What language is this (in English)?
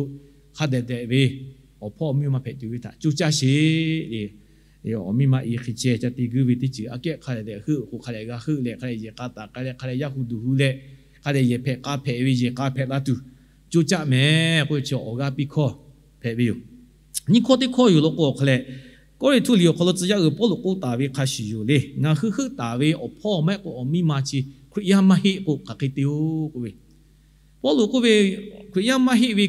Lahu